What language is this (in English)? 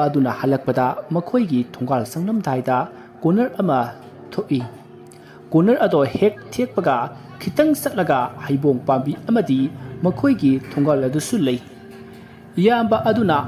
Manipuri